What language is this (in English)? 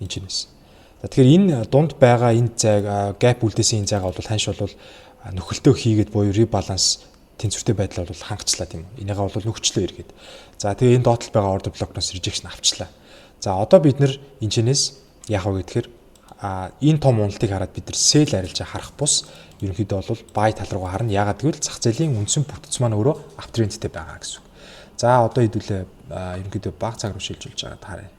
Mongolian